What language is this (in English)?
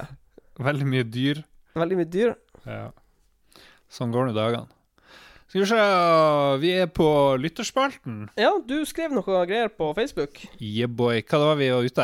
Norwegian